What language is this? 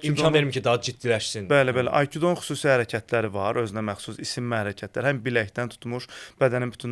Azerbaijani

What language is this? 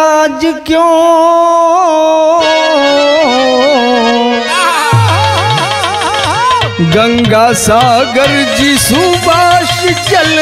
Bhojpuri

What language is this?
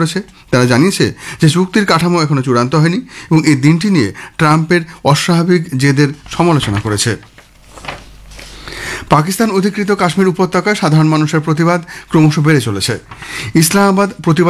Bangla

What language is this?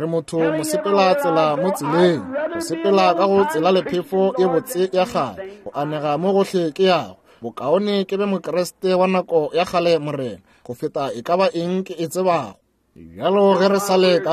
Northern Sotho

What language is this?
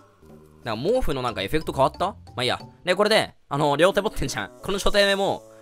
Japanese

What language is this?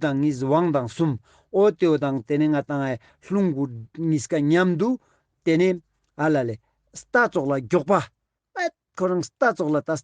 Ladakhi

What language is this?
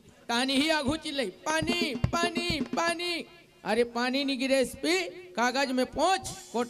Chhattisgarhi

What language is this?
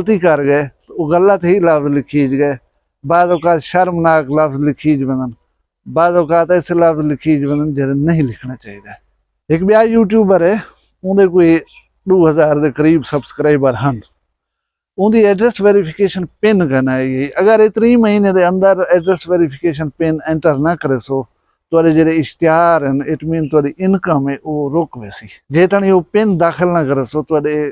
Saraiki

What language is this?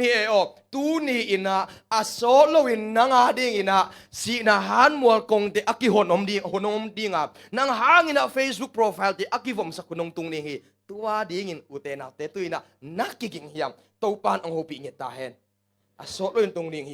Tedim Chin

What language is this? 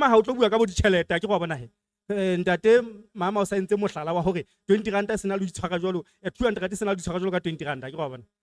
Southern Sotho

